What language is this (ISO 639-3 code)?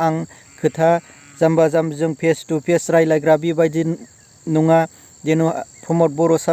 brx